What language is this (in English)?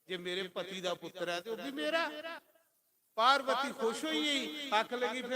Dogri